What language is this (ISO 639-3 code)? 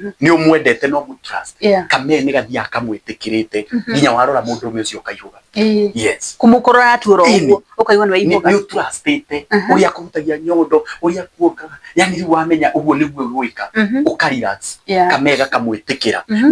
kik